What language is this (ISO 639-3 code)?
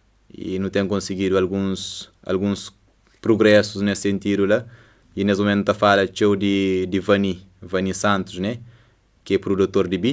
kea